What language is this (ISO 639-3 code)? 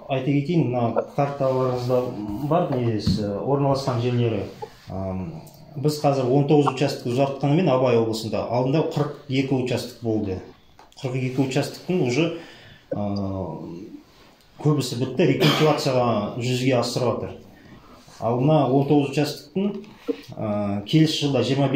kaz